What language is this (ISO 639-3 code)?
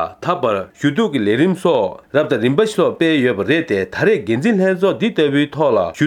bod